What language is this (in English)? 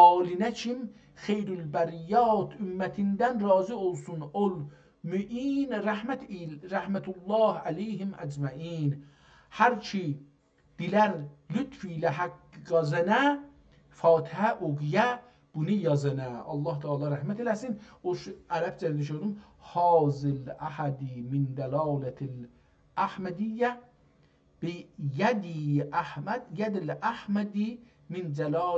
South Azerbaijani